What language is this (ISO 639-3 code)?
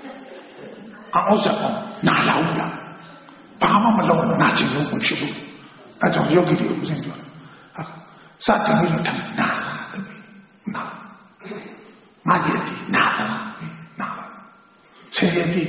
mya